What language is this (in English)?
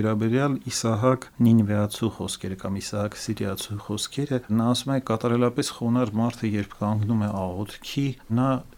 Armenian